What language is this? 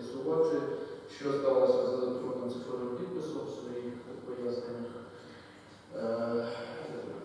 Ukrainian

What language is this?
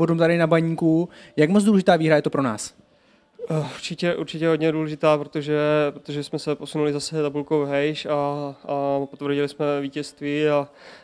Czech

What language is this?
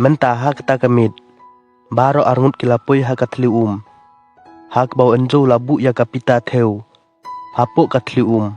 Khasi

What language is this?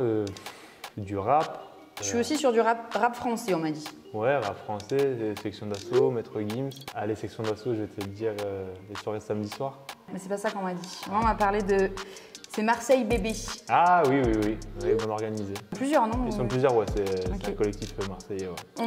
French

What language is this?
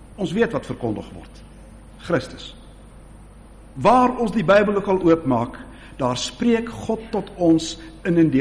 Afrikaans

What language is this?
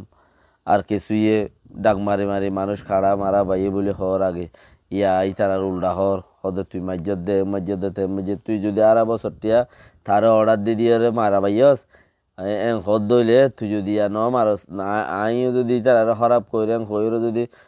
Rohingya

